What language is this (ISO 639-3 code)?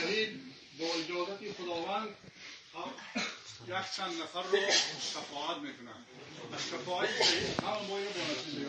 tgk